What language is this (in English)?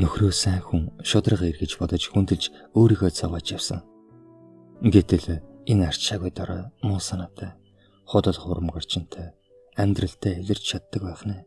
Mongolian